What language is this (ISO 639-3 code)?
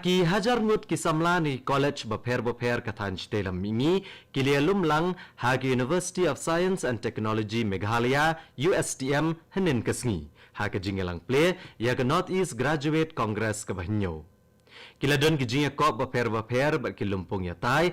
kha